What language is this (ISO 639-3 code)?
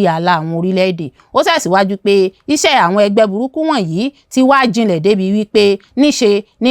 yor